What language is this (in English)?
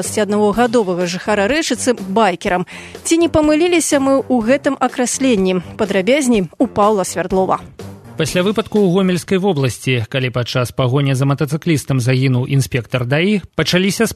Belarusian